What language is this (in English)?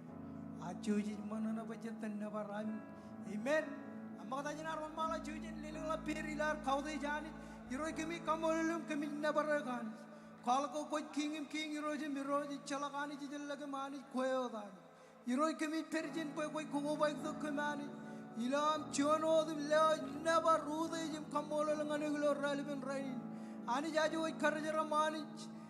Marshallese